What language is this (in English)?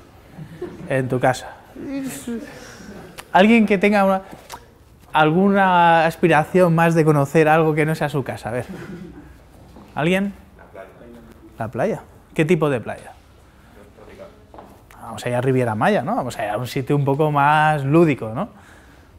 Spanish